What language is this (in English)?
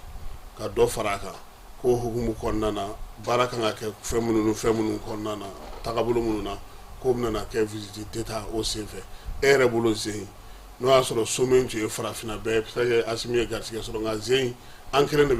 Bambara